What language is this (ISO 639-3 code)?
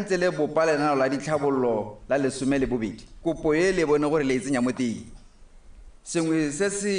tsn